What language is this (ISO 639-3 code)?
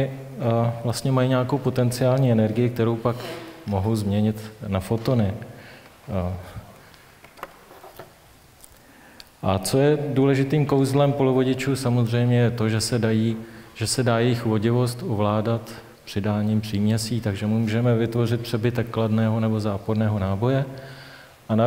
ces